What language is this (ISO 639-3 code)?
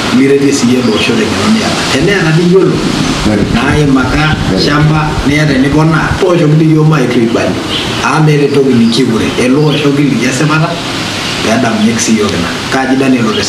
mas